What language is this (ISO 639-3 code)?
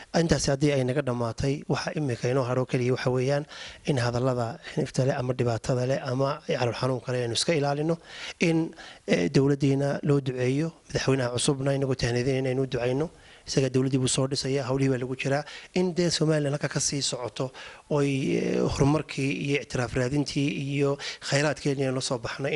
som